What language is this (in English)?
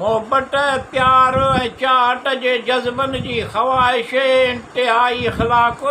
Sindhi